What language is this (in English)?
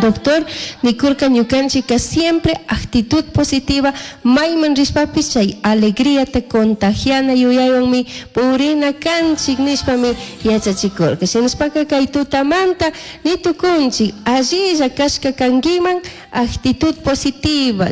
Chimborazo Highland Quichua